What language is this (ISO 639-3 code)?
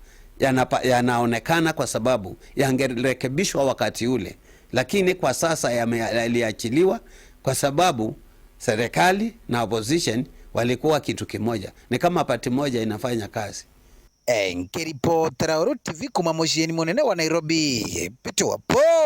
mer